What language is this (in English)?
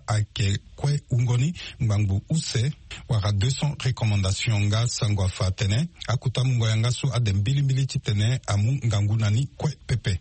Sango